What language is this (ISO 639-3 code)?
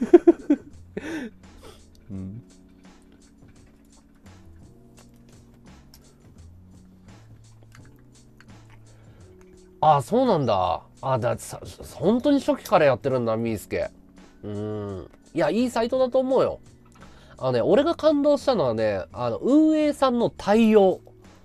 jpn